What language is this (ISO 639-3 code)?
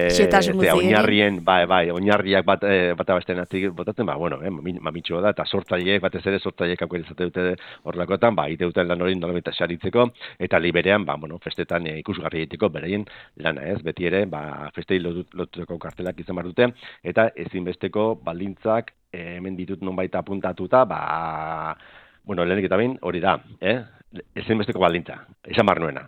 eus